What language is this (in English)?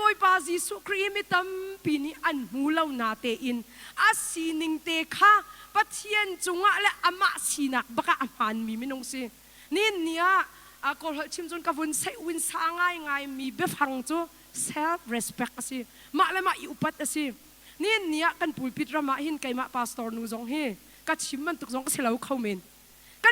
Hakha Chin